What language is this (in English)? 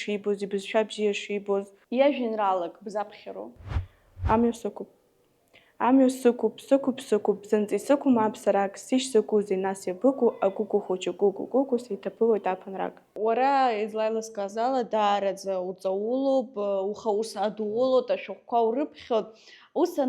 Abkhazian